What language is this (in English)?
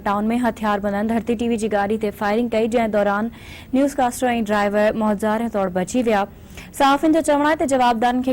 Sindhi